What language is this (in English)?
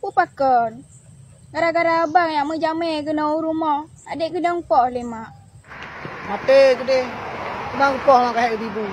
Achinese